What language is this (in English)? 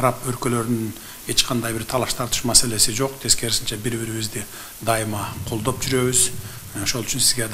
Kyrgyz